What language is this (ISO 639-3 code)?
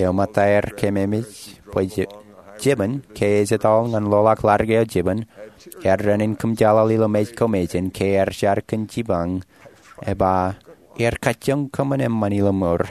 mah